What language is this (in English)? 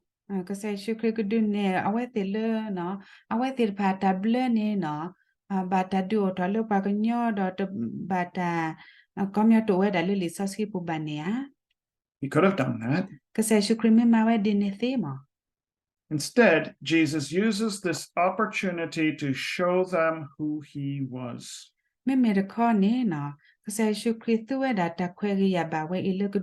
S'gaw Karen